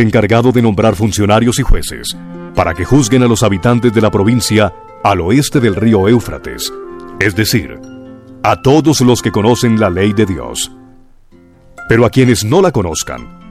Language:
Spanish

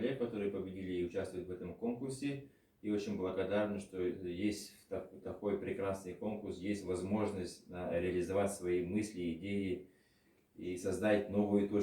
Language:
Yakut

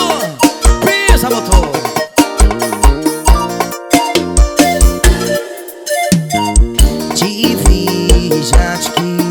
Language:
Portuguese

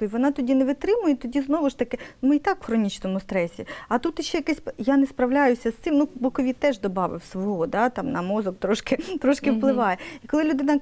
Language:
Ukrainian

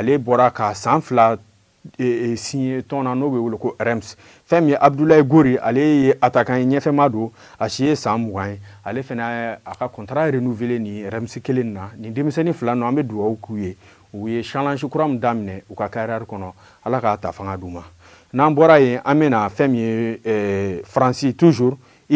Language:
Bambara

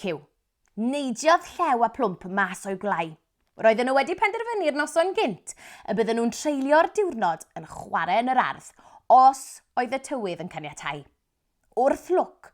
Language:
Welsh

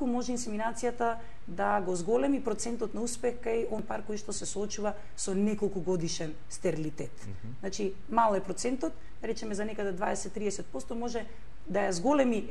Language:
Macedonian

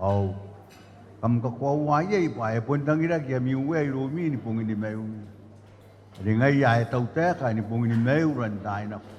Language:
Gilbertese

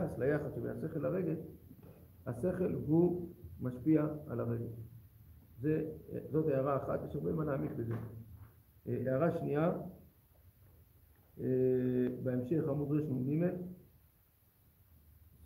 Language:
Hebrew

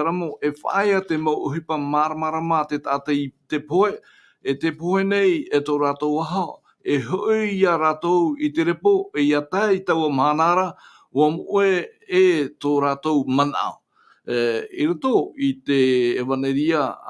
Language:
Tahitian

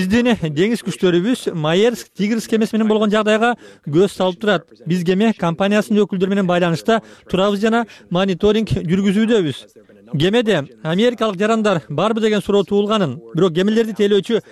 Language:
Kyrgyz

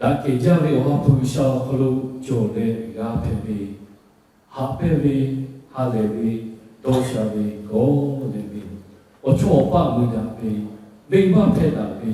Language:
Lahu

